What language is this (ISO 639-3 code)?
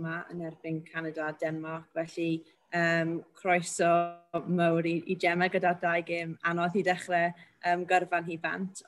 cym